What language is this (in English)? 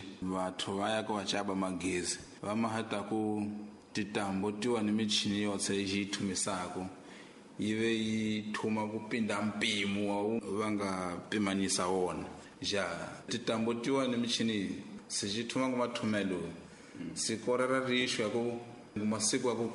Tsonga